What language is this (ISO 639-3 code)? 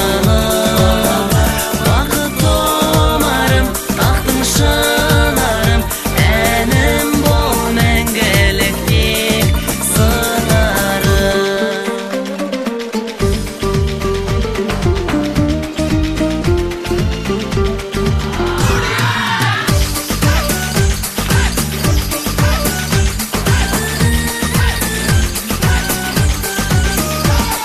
kaz